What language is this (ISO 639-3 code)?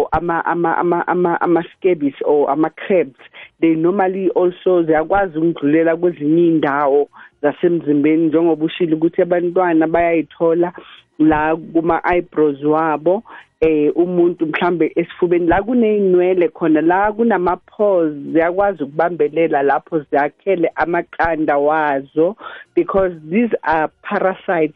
nbl